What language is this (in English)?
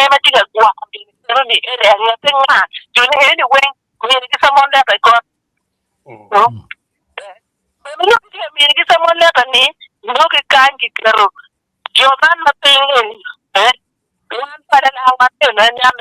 Acoli